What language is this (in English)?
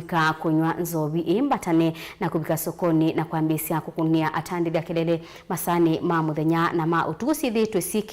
Kamba